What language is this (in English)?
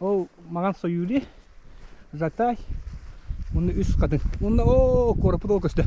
Yakut